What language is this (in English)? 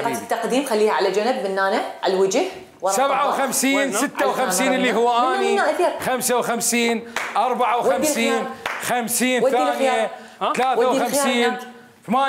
Mesopotamian Arabic